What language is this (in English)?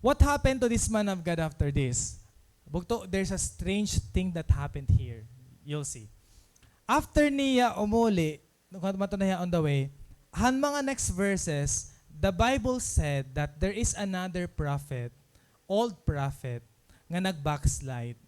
Waray